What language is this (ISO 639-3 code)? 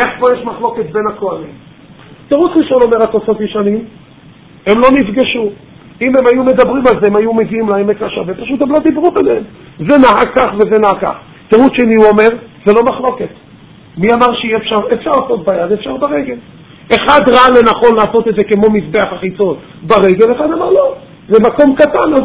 heb